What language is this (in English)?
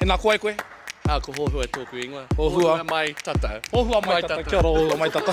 Māori